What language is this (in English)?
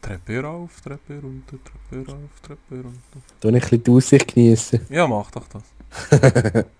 Swiss German